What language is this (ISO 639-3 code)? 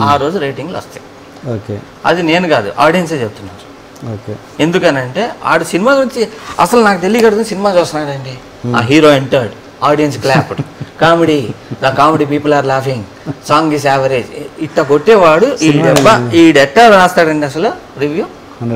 tel